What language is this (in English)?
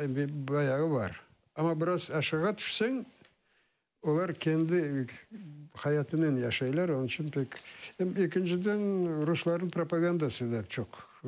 Crimean Tatar